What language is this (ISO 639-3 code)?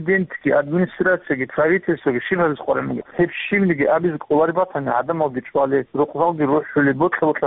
ava